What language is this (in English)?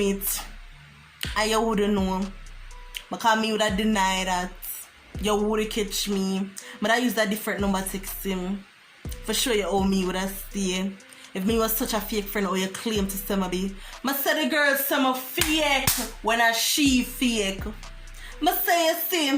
Jamaican Creole English